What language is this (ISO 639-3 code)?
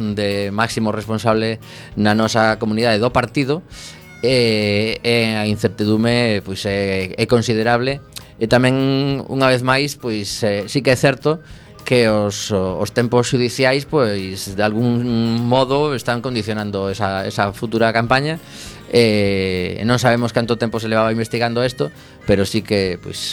glg